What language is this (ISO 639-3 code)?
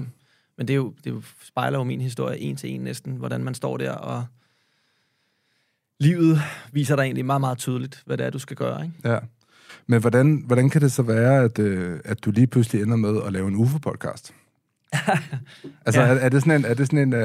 dan